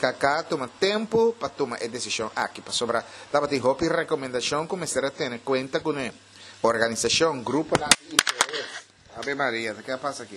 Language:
Papiamento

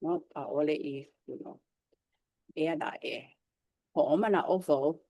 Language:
Hawaiian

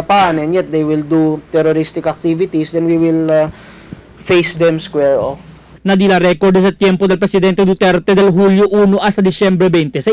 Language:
Chavacano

